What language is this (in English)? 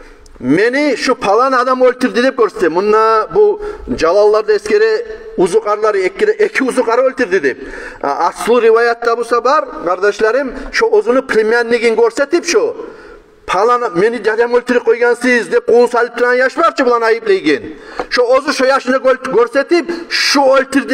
Kumyk